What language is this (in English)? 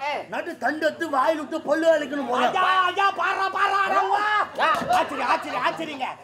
Tamil